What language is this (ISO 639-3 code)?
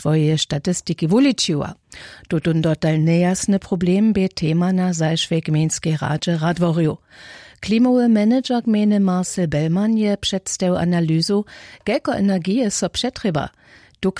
hsb